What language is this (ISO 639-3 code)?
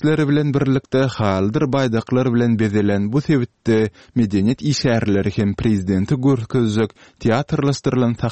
tuk